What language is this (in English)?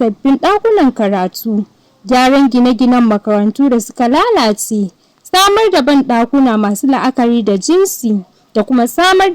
Hausa